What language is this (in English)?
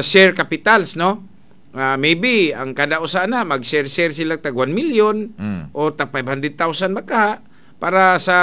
Cebuano